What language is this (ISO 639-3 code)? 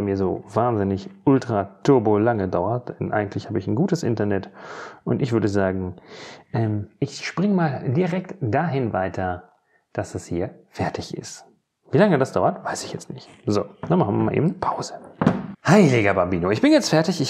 deu